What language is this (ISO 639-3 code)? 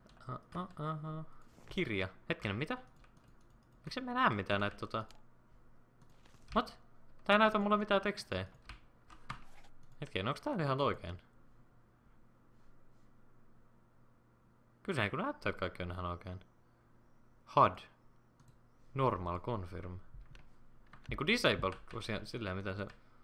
fin